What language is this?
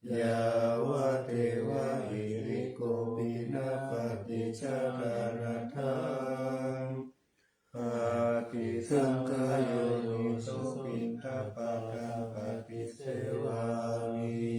Pali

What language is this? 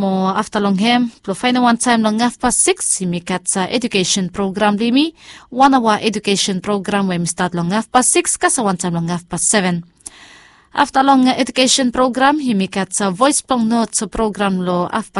Bislama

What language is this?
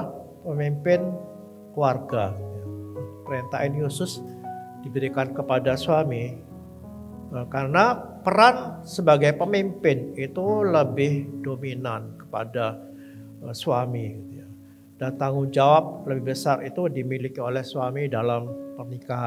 Indonesian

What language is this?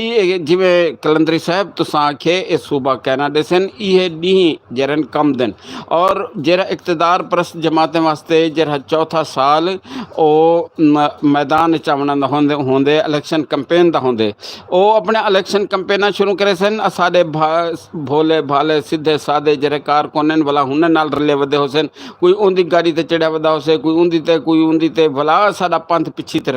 Saraiki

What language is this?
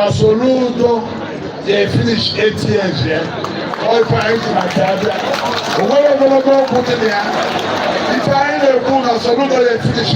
Igbo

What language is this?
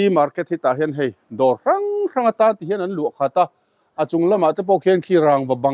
Mizo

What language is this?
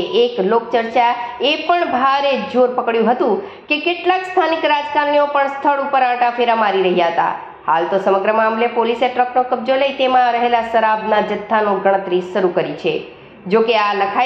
Gujarati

